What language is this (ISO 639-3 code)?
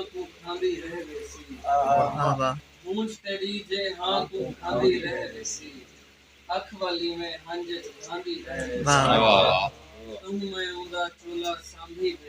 skr